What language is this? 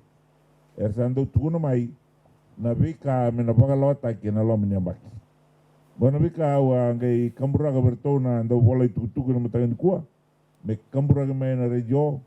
Fijian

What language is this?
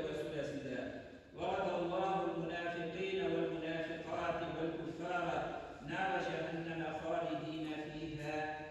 Tatar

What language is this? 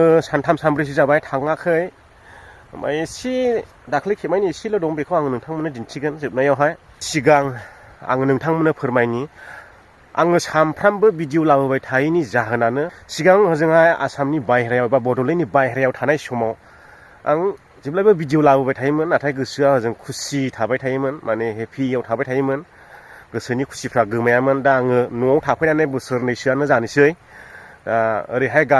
Bodo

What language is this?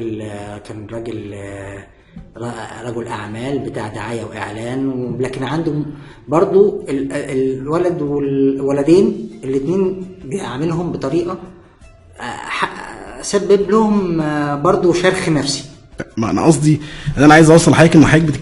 Egyptian Arabic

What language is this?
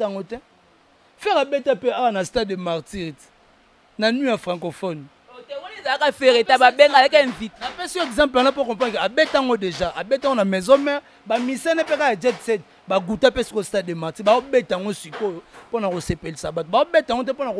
Lingala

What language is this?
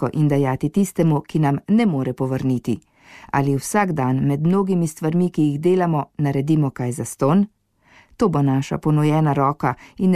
Slovenian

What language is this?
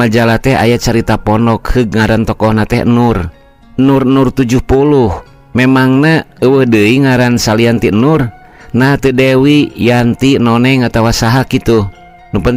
Sundanese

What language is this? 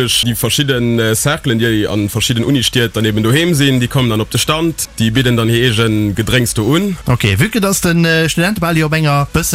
Luxembourgish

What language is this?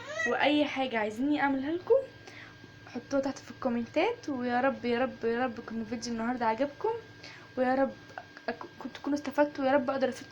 Egyptian Arabic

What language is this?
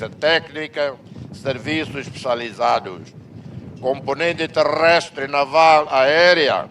Tetum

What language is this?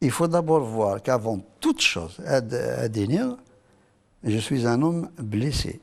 Kabyle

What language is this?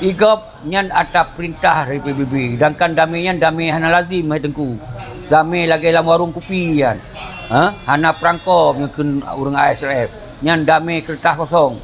Achinese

